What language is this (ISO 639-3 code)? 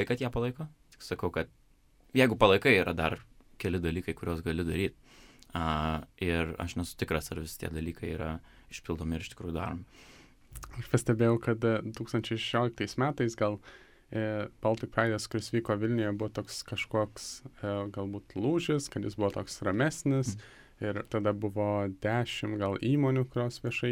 lit